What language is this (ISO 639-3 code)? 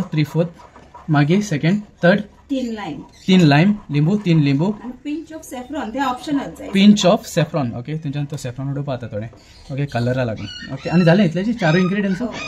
kok